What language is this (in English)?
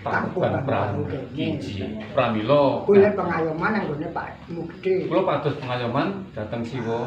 Javanese